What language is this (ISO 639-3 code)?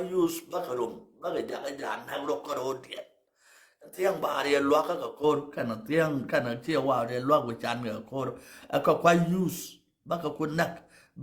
nus